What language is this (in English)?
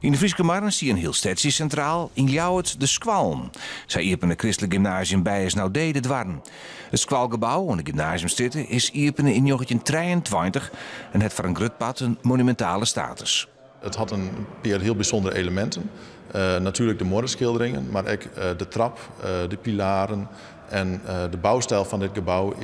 Western Frisian